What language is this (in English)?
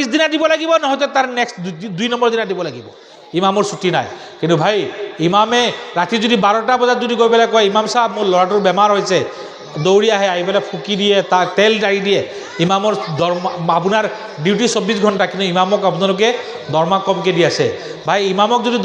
Assamese